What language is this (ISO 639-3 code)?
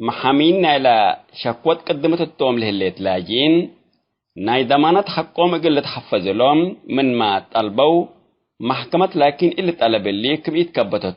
tig